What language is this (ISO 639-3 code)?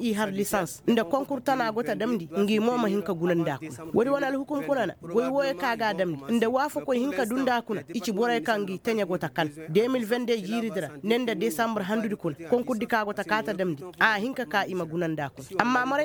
ses